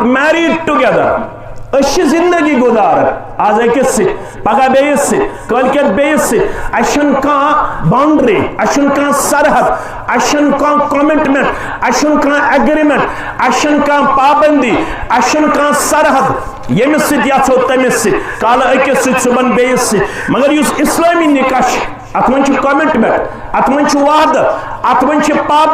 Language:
Kashmiri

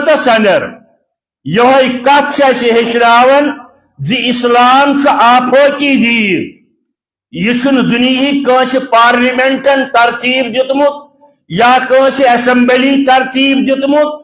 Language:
Kashmiri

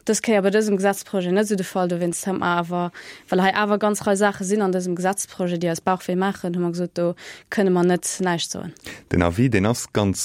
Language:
Luxembourgish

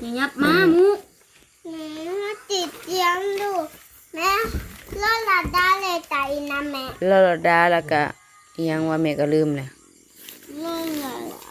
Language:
Northeastern Thai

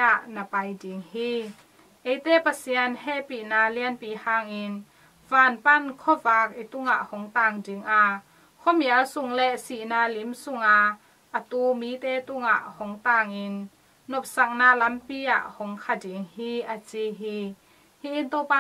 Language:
Tedim Chin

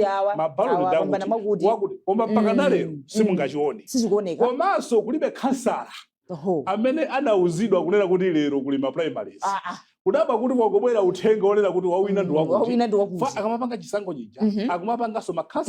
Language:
Nyanja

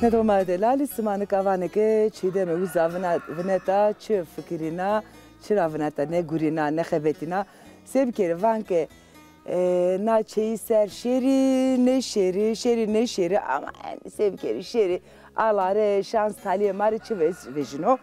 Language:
Zaza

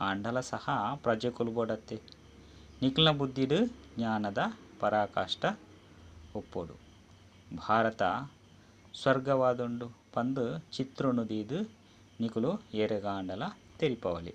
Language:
Tulu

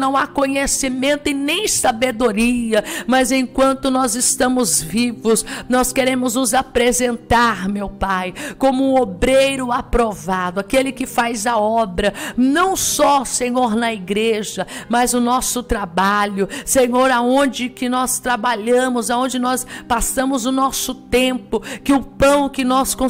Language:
Portuguese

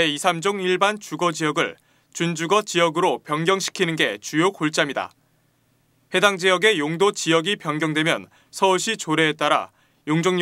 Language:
Korean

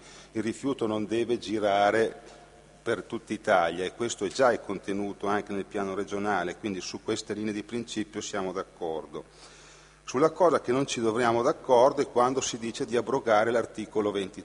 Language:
Italian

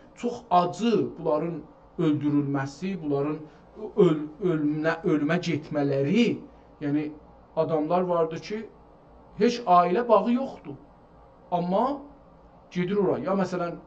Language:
South Azerbaijani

